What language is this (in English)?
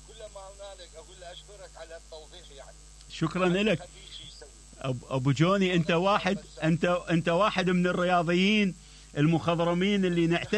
Mesopotamian Arabic